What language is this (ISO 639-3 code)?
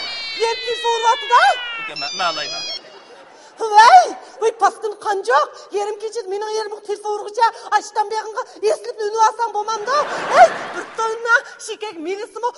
uig